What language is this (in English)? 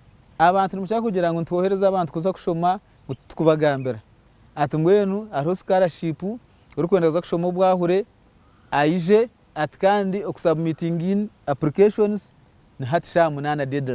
Nyankole